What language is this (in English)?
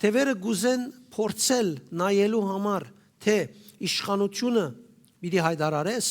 Western Armenian